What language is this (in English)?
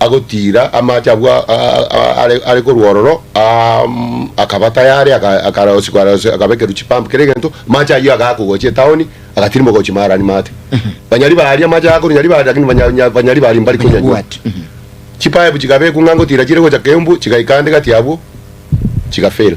Gusii